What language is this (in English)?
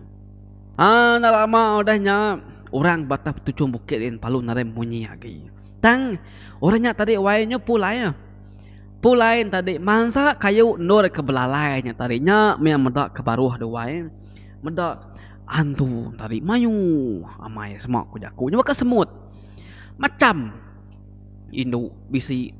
Iban